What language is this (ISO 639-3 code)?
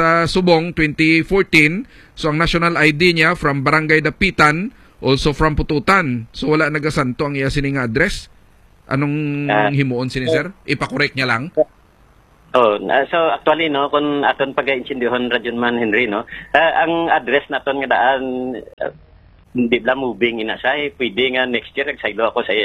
hil